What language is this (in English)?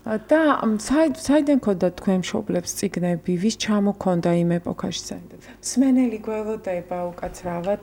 Georgian